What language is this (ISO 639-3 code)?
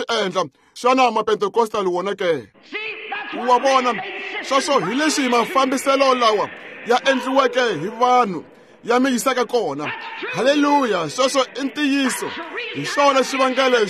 tso